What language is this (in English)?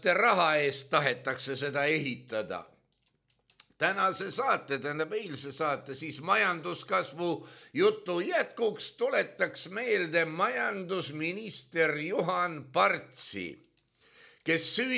Estonian